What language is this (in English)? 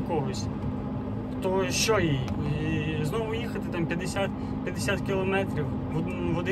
Ukrainian